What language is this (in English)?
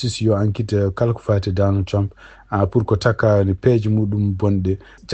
Fula